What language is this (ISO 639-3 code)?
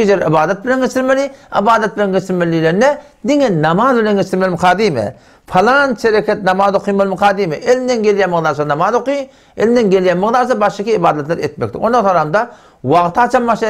tuk